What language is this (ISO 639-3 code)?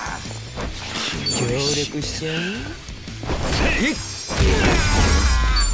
jpn